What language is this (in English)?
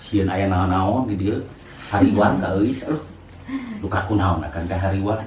Sundanese